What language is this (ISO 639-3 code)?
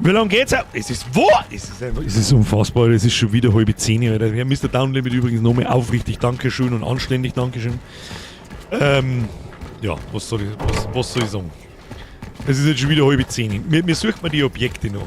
bar